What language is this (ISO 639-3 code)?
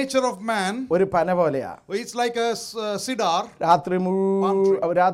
mal